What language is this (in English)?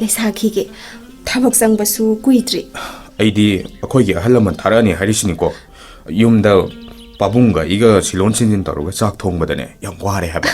Manipuri